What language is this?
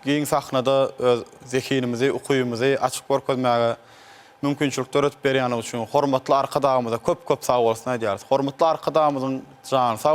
Turkmen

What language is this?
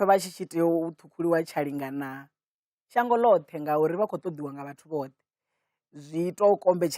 Venda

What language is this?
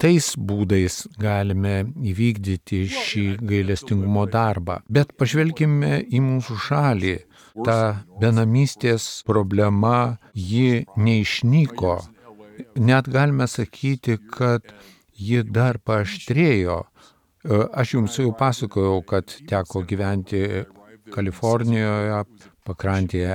Lithuanian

